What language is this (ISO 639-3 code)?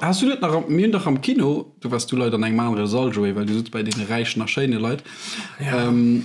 ltz